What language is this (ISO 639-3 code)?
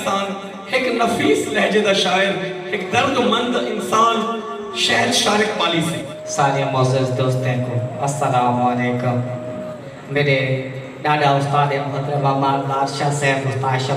skr